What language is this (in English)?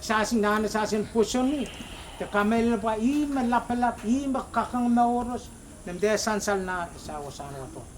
Pohnpeian